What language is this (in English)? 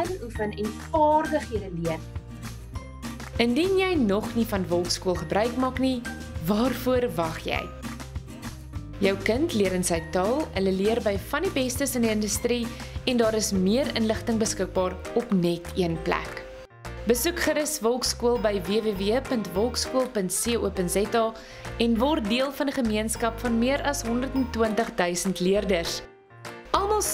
Afrikaans